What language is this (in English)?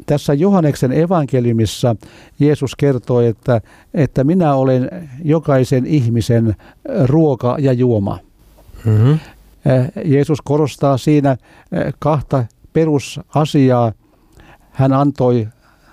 Finnish